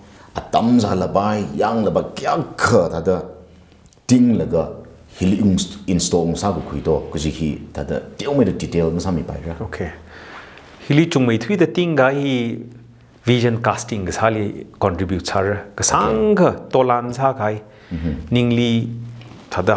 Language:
Tangkhul Naga (India)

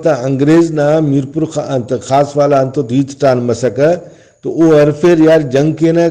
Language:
Brahui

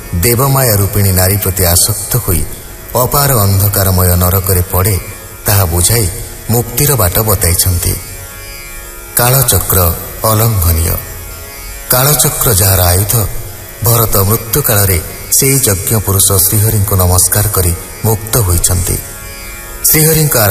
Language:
Odia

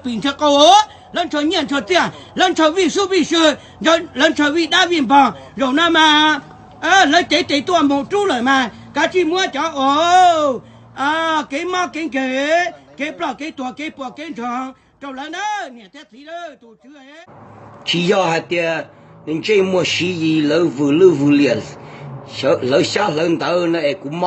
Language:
Hmong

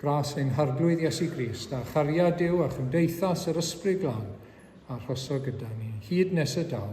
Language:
Welsh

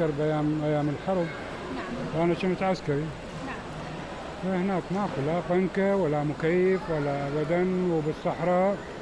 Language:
Mesopotamian Arabic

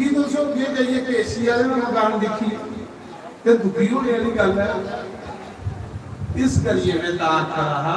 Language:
Dogri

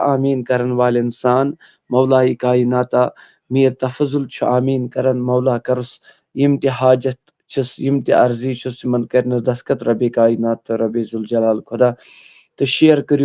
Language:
Kashmiri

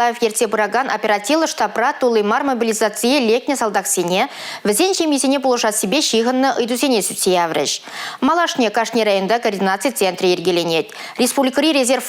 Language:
Chuvash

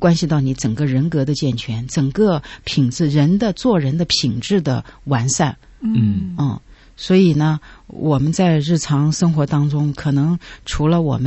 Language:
Chinese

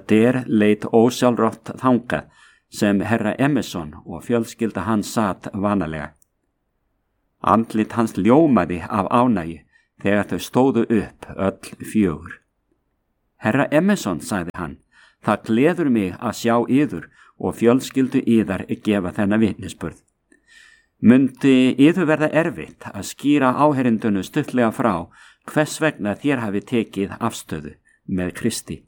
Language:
Icelandic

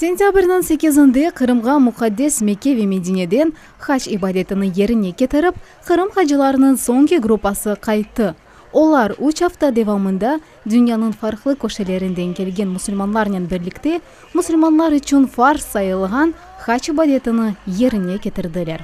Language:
Crimean Tatar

